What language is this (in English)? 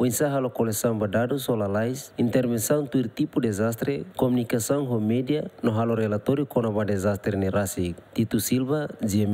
Tetum